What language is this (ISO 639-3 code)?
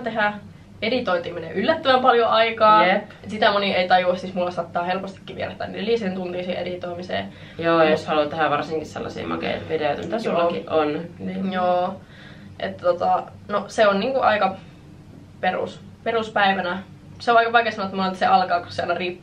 fin